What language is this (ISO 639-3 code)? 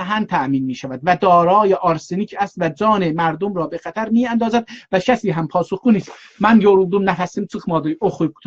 azb